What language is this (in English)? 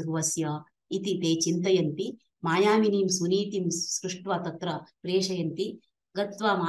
Sanskrit